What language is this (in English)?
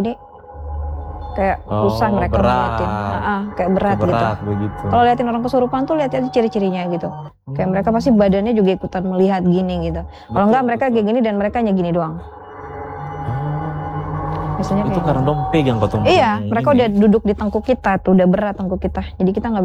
Indonesian